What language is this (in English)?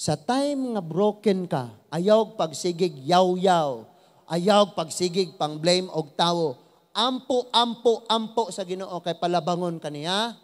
Cebuano